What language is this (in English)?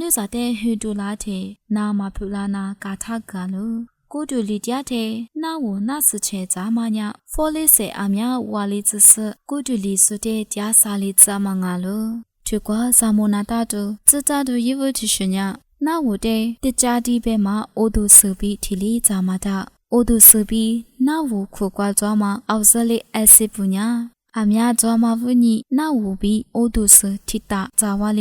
Lisu